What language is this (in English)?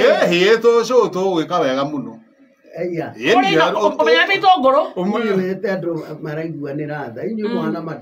Kikuyu